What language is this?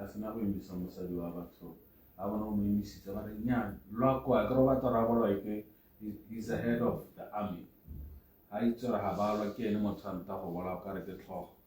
Tswana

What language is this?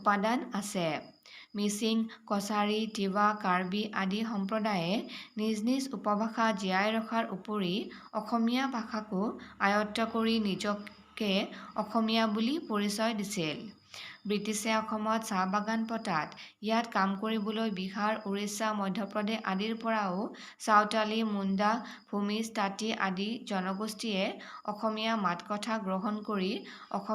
Assamese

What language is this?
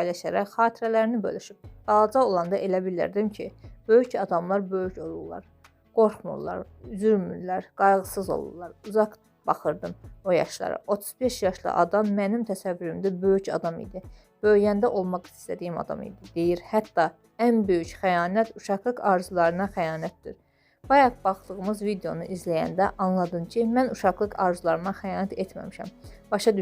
Azerbaijani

